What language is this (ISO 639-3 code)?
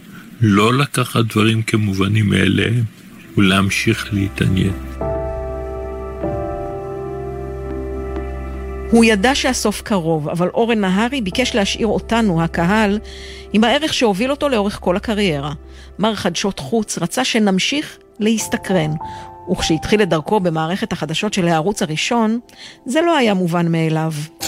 heb